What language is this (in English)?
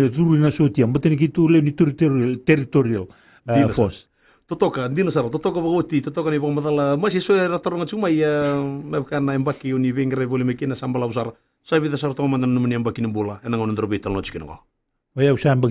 Fijian